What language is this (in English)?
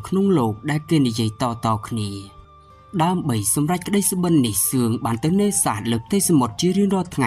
Khmer